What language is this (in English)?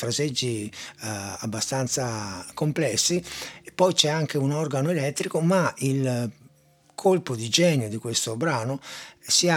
Italian